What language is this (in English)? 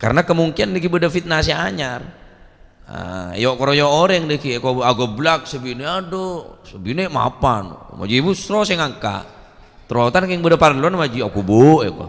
Madurese